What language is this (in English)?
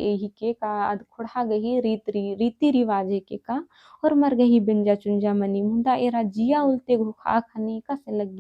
Kurukh